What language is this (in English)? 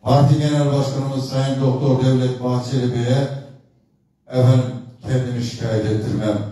Turkish